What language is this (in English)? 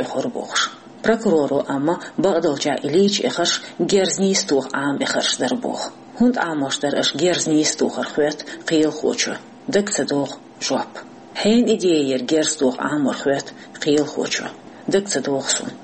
Chechen